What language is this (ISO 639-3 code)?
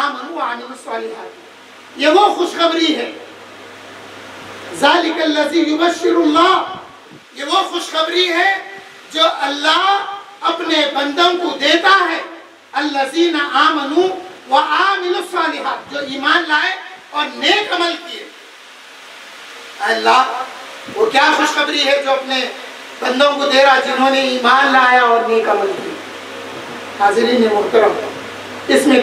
urd